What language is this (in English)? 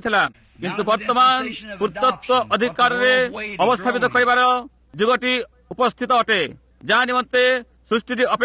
Odia